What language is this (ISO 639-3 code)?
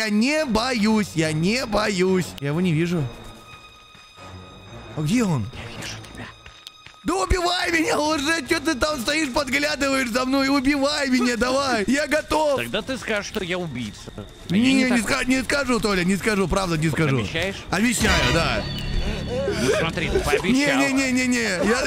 rus